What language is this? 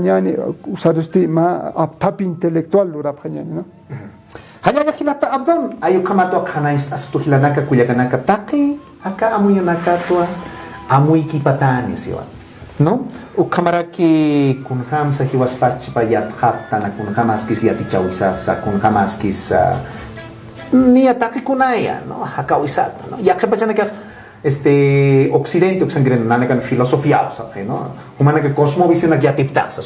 Aymara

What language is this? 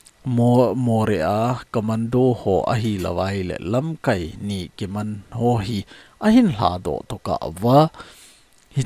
Thado Chin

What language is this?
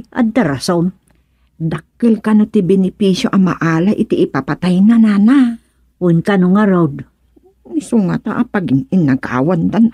Iloko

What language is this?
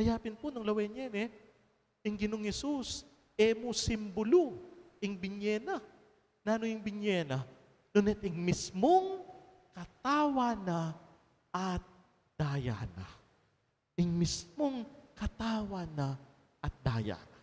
Pampanga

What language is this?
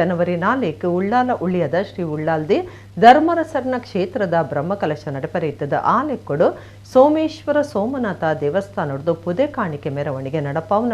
Tulu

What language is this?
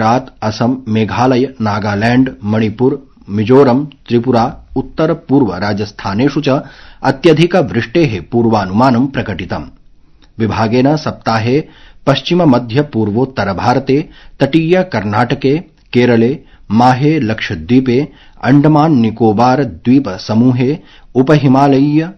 Sanskrit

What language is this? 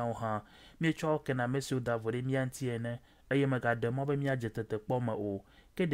Ewe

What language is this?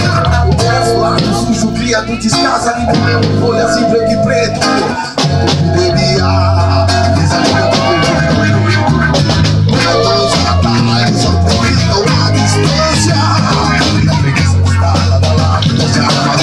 Portuguese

